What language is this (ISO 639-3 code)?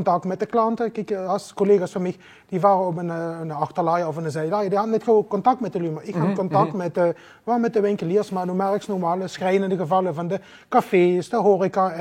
lim